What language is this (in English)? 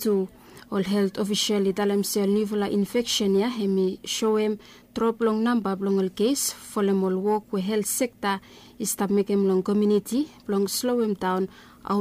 Bislama